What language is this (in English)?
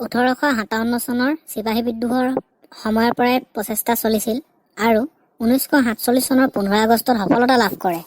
Assamese